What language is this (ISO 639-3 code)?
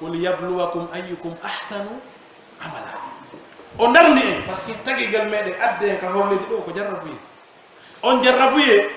fuf